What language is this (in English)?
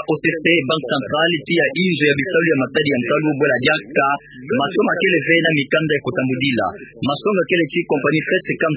Kituba (Democratic Republic of Congo)